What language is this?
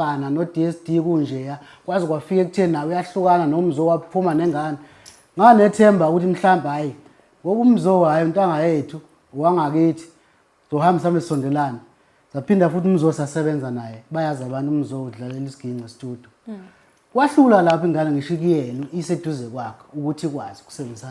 Zulu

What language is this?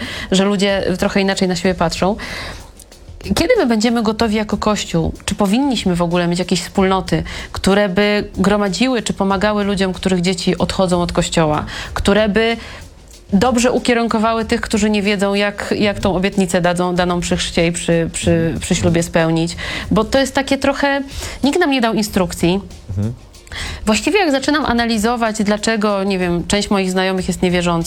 Polish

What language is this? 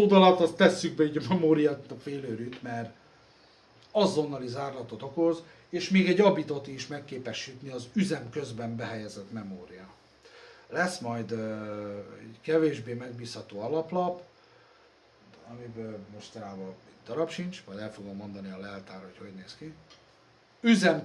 Hungarian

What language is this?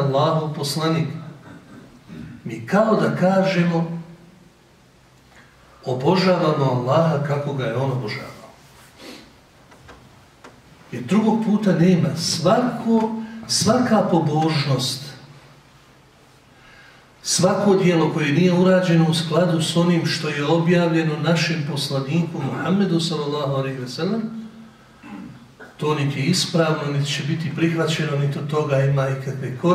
Bosnian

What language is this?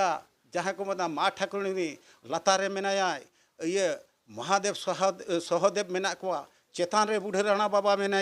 Santali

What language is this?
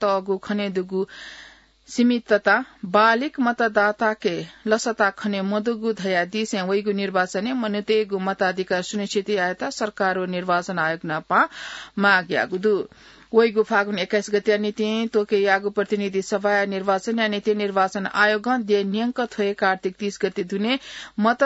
Newari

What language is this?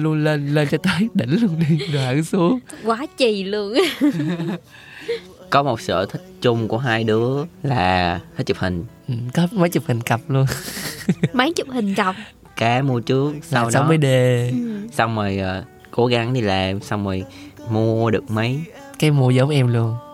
Vietnamese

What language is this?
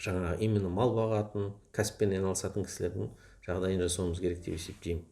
Kazakh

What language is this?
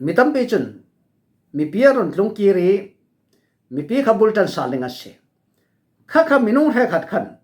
Falam Chin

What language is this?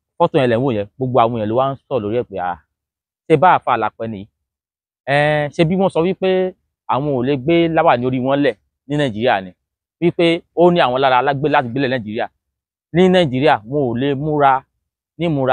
Yoruba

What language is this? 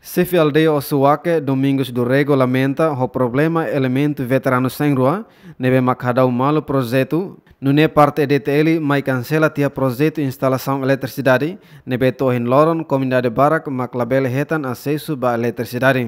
Tetum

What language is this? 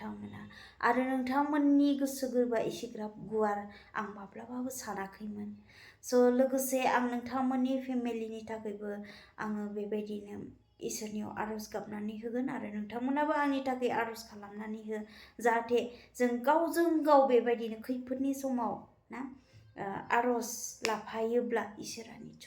Bodo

